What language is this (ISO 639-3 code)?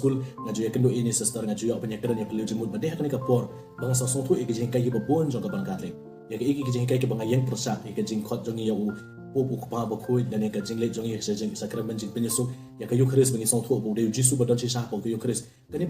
kha